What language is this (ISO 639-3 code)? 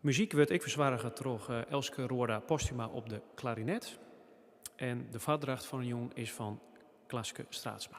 fry